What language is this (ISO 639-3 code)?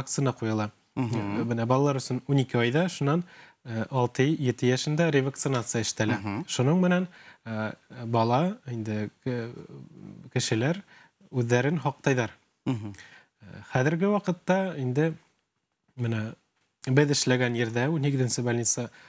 bak